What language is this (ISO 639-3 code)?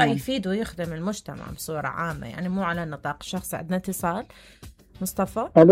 acm